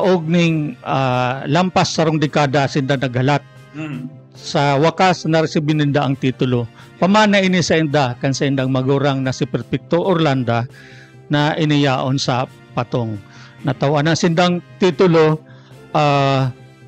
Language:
Bikol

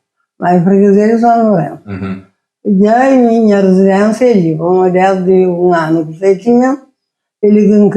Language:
Kabuverdianu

